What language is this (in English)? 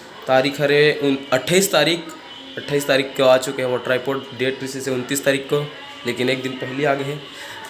Chhattisgarhi